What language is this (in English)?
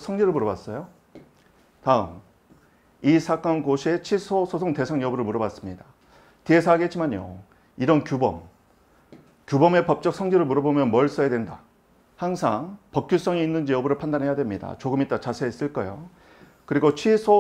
Korean